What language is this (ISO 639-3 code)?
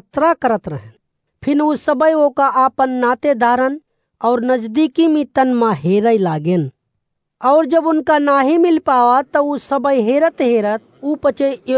awa